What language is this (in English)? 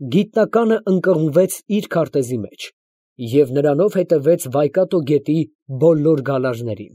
Armenian